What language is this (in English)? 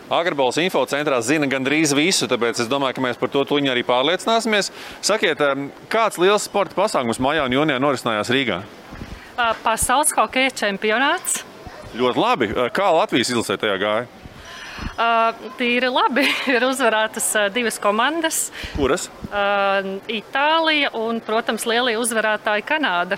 Latvian